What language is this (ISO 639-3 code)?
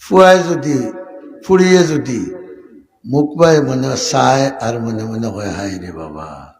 syl